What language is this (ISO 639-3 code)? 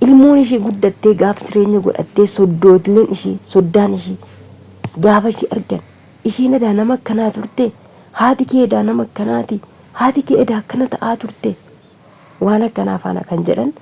orm